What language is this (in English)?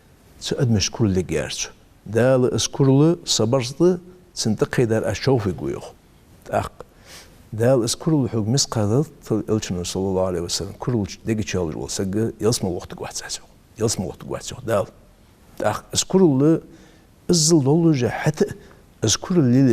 Ingush